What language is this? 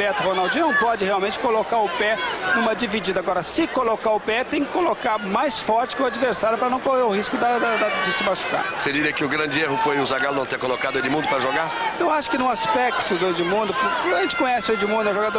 Portuguese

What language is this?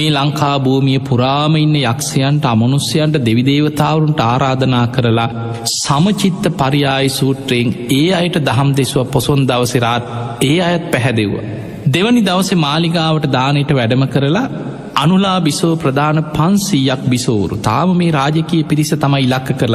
Sinhala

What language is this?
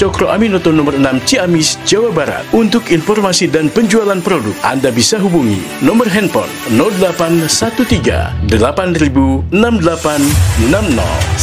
Indonesian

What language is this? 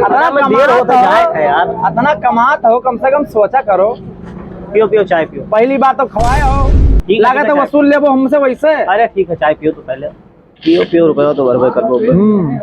Awadhi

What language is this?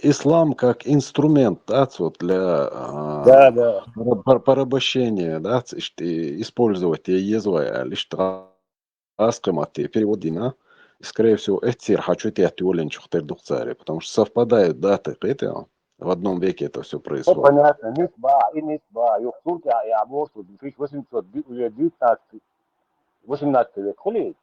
Chechen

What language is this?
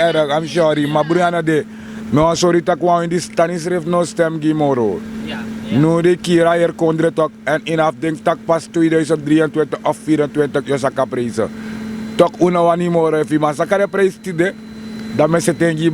Sranan Tongo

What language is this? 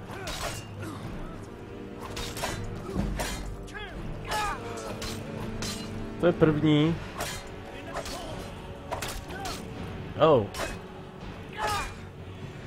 Czech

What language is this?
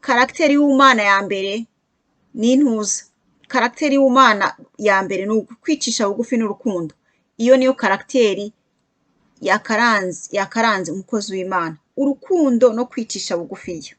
Kinyarwanda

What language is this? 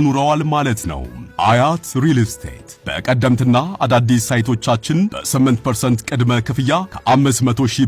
Amharic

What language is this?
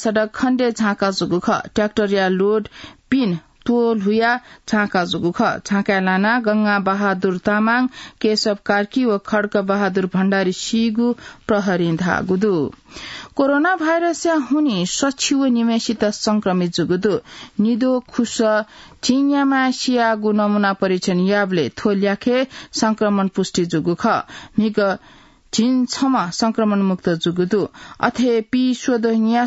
Newari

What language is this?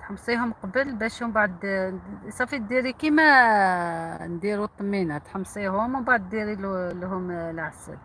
Algerian Arabic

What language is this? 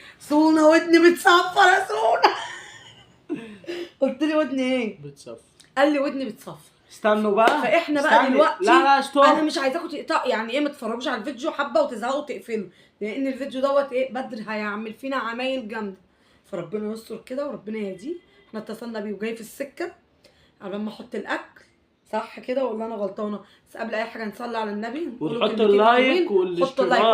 Egyptian Arabic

